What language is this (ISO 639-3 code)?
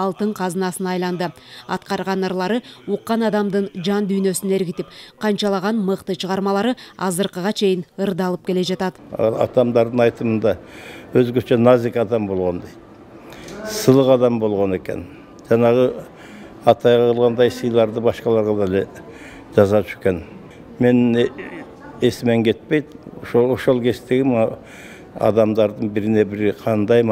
kir